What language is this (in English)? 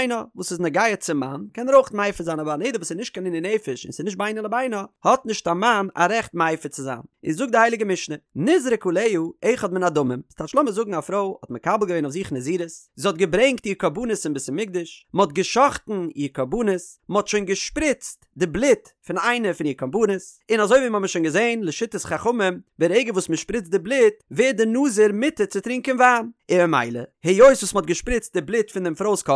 Yiddish